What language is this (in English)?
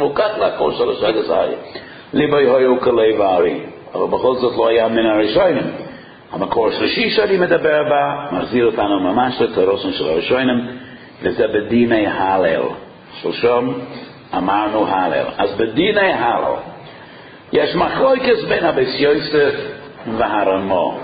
Hebrew